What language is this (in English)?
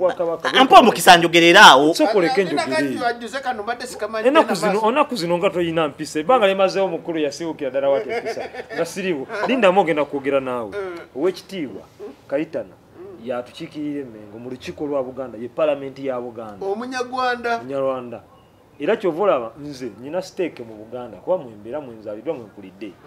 Ganda